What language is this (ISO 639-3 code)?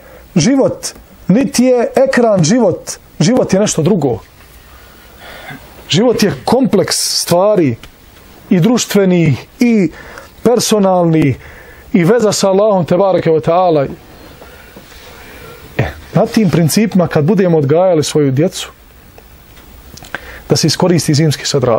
bos